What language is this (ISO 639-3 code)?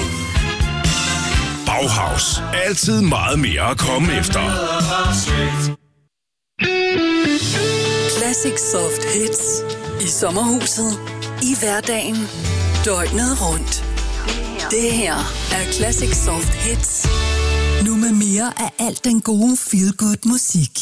dan